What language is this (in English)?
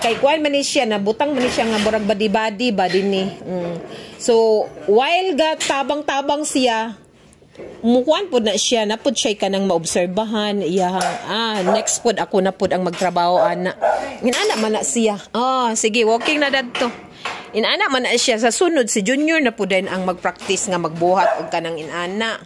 Cebuano